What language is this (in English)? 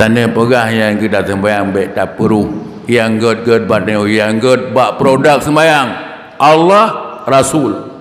Achinese